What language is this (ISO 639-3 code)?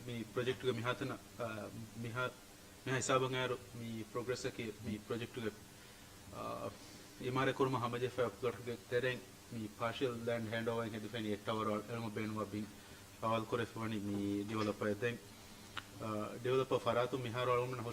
div